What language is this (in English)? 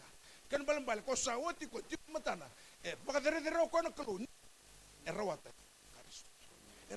Fijian